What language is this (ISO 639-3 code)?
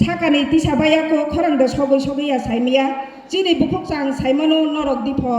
trp